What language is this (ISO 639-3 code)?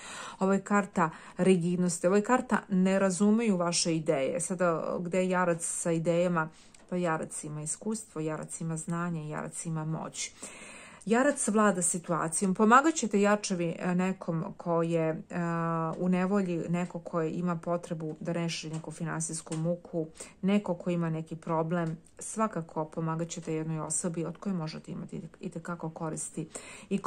srp